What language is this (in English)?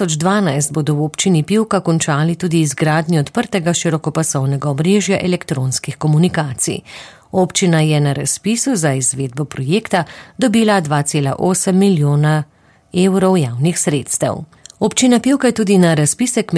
Slovenian